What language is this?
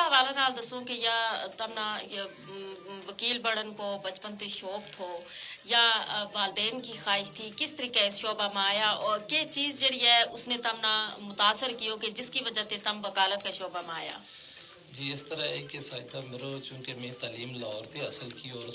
Gujari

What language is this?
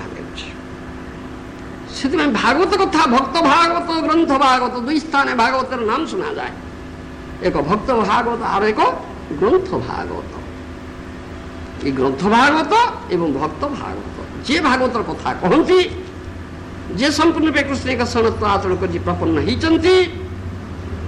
Odia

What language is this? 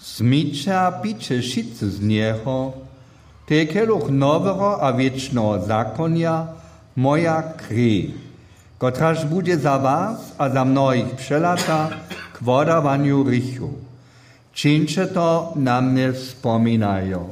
Upper Sorbian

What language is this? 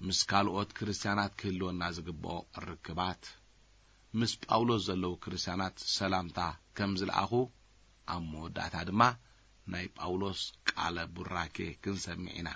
Tigrinya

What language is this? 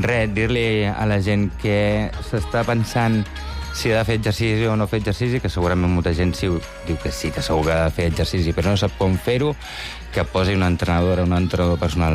Catalan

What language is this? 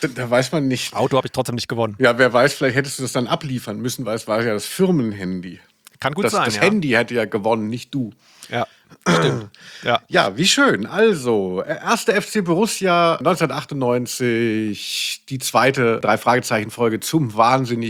German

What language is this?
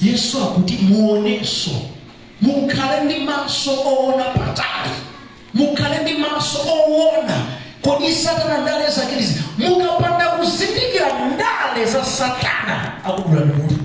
Nyanja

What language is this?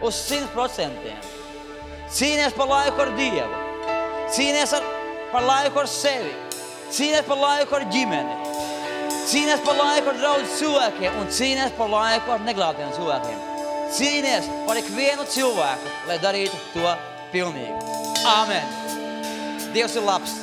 Latvian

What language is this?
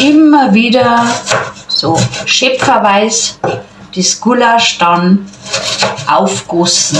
Bavarian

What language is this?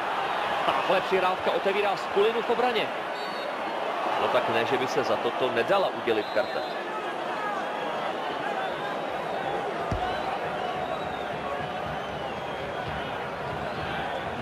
Czech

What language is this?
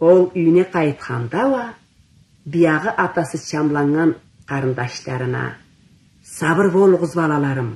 Karachay-Balkar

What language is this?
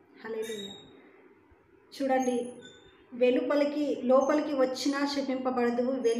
Telugu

